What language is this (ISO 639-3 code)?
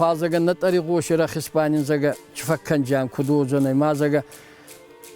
oss